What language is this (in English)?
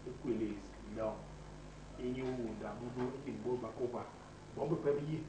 Basaa